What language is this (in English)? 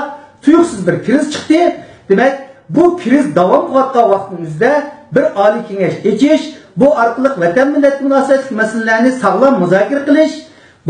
Uyghur